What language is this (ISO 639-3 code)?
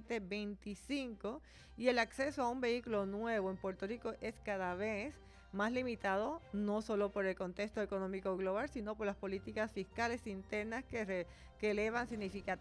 spa